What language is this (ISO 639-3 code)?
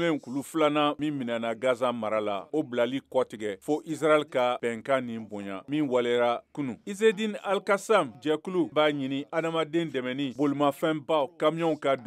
bam